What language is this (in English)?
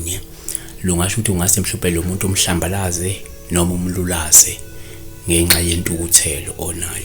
Zulu